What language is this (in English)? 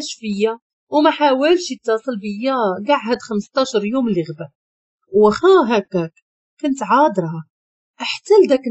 Moroccan Arabic